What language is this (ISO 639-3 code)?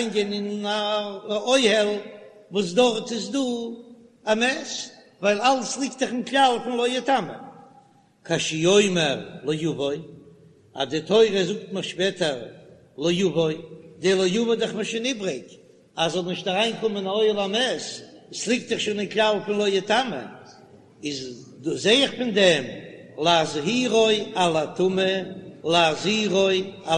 yid